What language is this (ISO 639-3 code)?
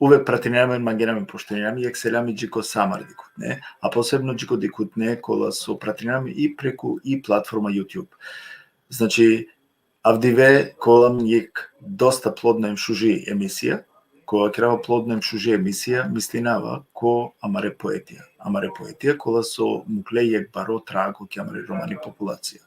rmn